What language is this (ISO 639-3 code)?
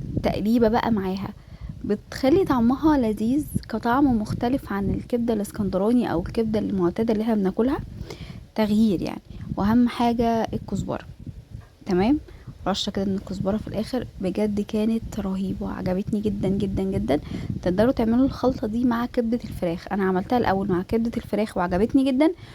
arz